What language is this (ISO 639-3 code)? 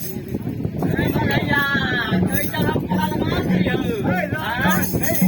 mai